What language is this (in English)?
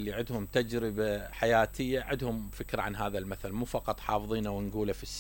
Mesopotamian Arabic